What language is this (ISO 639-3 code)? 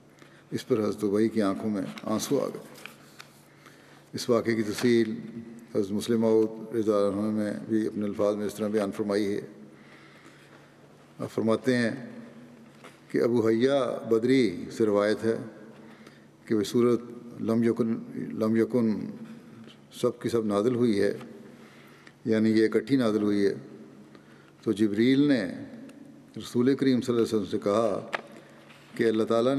urd